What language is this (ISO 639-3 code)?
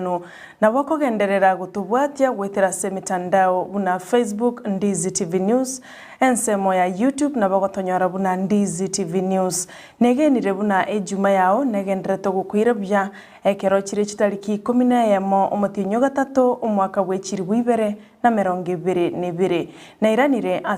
guz